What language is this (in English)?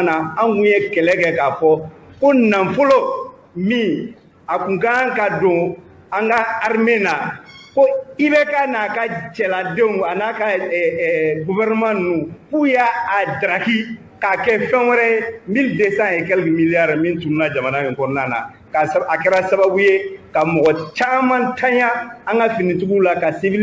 Bambara